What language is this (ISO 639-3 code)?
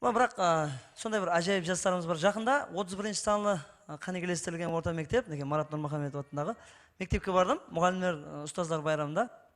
kaa